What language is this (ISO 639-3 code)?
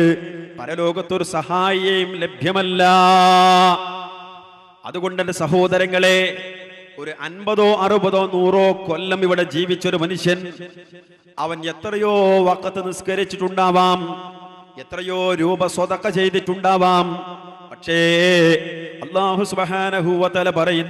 mal